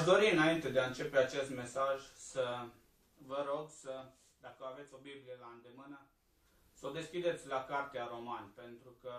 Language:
Romanian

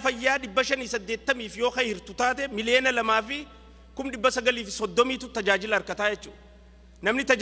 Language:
Oromo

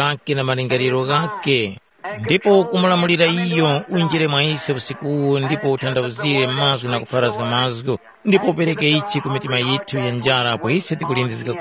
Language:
Tumbuka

